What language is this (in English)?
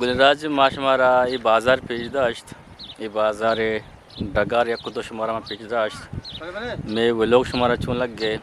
Eastern Balochi